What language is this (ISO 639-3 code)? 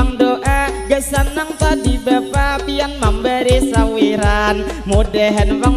bjn